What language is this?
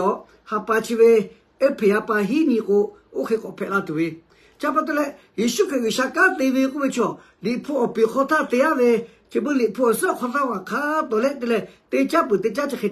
Lahu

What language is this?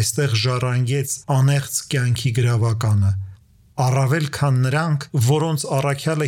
Armenian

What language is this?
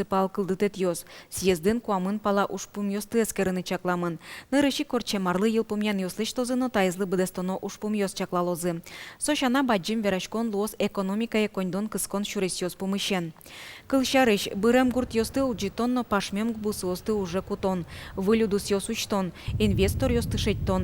Udmurt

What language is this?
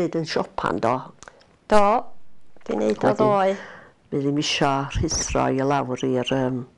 Welsh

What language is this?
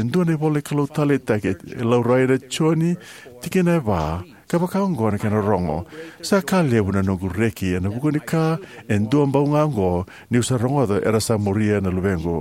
Fijian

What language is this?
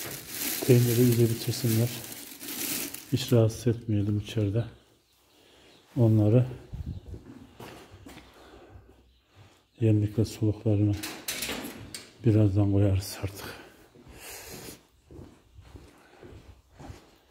Turkish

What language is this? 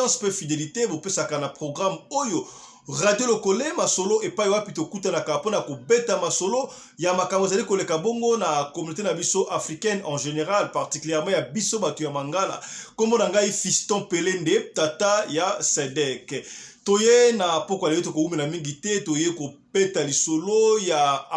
Lingala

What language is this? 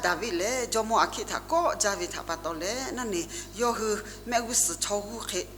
Lahu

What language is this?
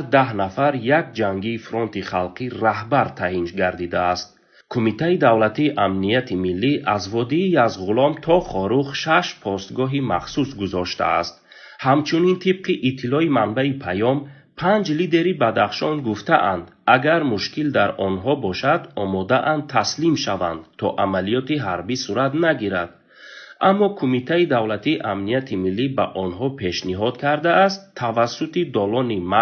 Tajik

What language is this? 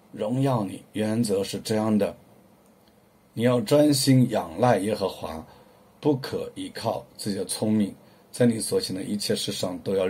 Chinese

